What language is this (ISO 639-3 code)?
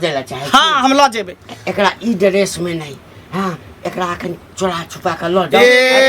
mai